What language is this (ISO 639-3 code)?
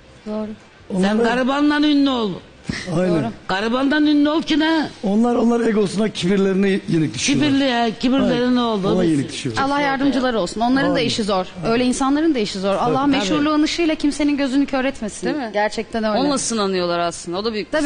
tur